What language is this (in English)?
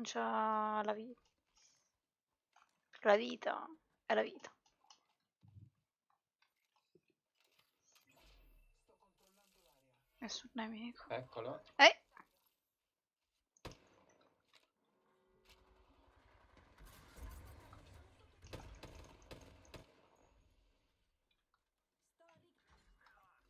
Italian